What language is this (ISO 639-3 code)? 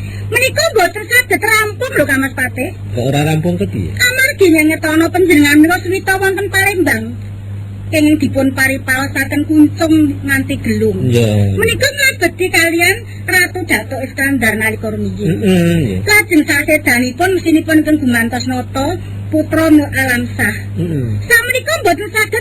jav